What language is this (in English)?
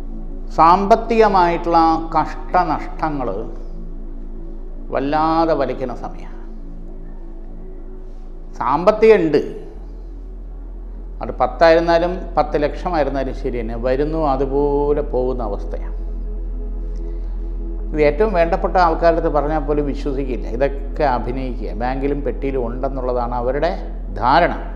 Malayalam